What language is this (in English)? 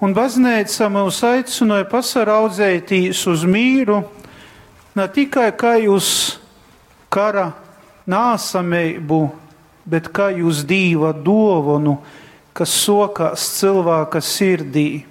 Latgalian